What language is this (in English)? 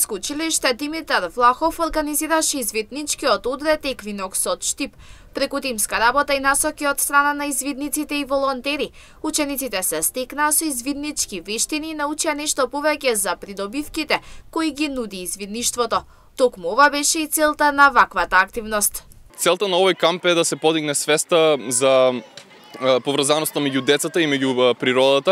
Macedonian